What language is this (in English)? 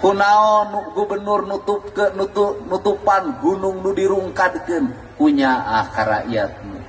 Sundanese